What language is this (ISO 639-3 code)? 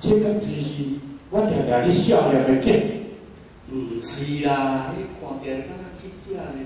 nan